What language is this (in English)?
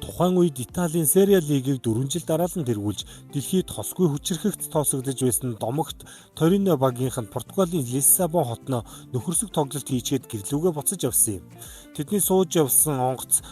Mongolian